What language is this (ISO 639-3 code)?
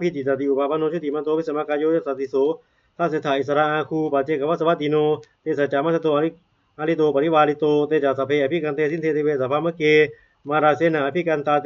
pli